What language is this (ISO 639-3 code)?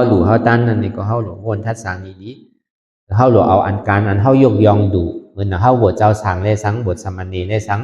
shn